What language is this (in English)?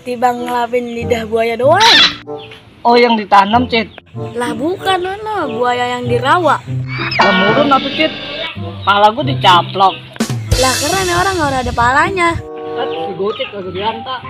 Betawi